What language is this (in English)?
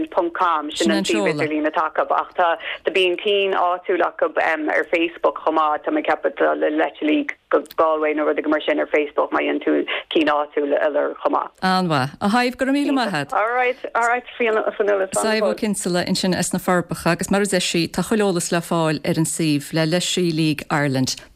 Irish